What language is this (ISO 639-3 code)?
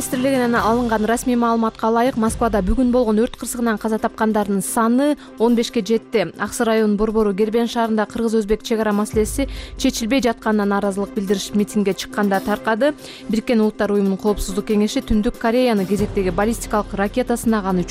kir